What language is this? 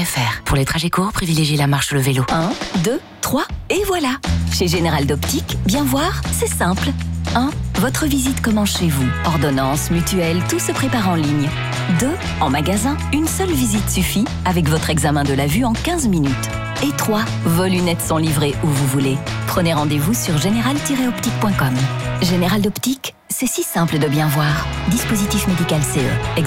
French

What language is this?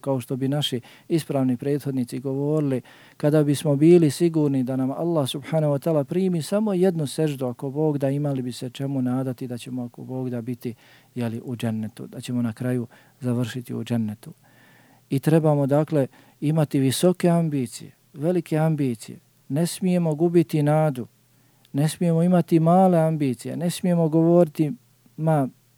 Bosnian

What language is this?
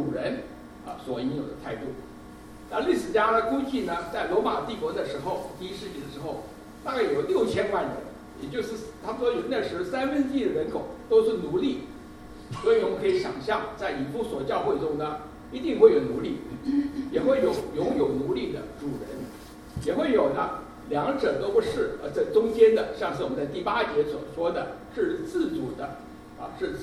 Chinese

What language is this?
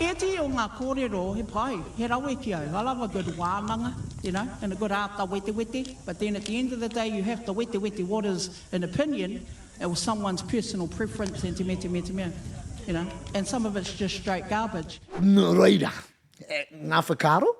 Māori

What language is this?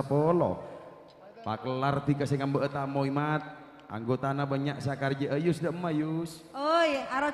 Madurese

